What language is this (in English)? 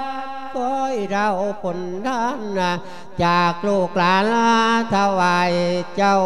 Lao